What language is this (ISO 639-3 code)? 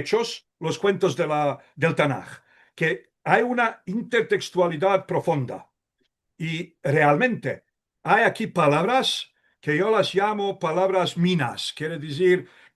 lad